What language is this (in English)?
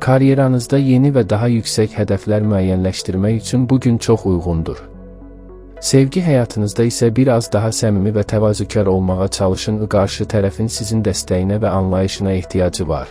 Azerbaijani